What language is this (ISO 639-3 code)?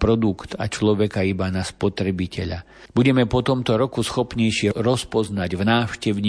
slk